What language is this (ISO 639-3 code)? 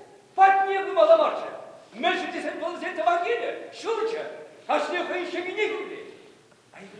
chv